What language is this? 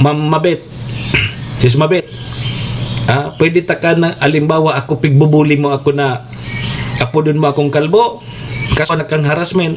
Bikol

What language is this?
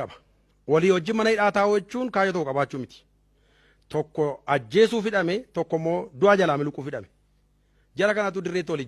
Oromo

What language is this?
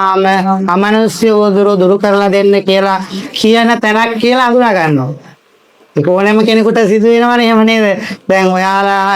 Sinhala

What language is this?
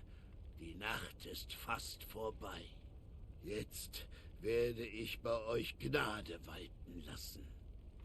Bavarian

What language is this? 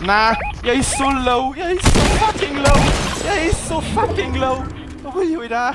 Bavarian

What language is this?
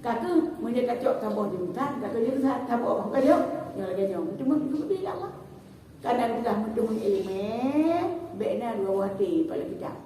Achinese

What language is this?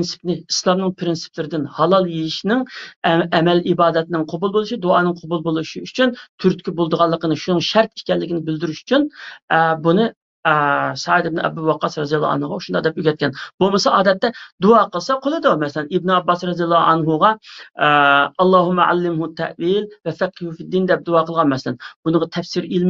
Uyghur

